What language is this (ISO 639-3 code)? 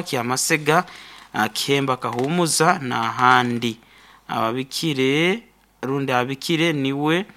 nyn